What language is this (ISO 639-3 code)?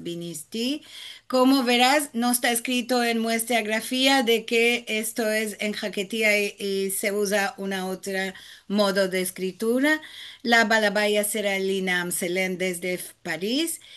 lad